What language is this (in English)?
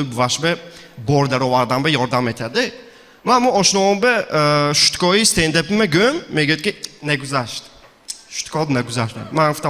Tajik